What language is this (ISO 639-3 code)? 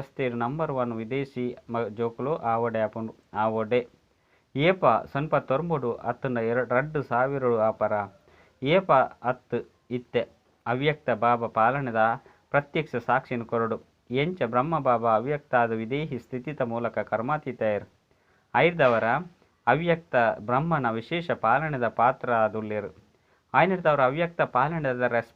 tcy